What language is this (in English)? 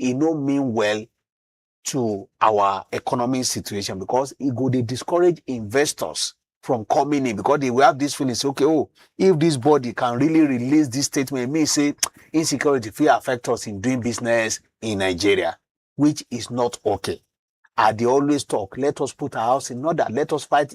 Nigerian Pidgin